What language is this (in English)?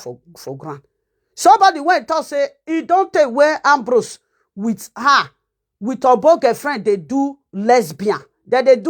Nigerian Pidgin